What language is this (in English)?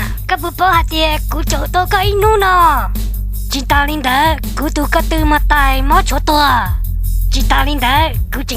Hmong